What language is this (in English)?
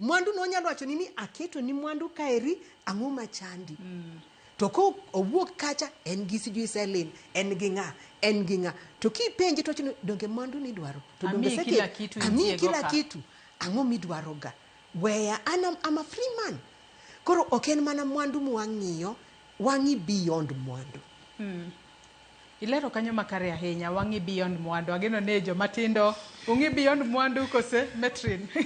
Luo (Kenya and Tanzania)